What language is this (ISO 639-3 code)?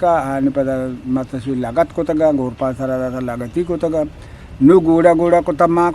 bgp